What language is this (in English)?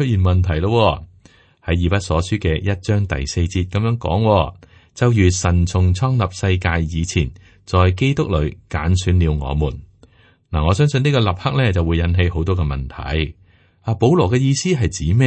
Cantonese